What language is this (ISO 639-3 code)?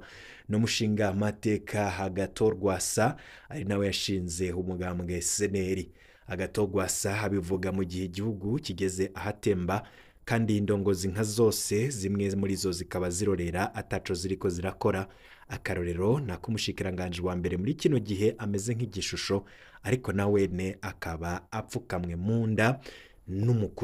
run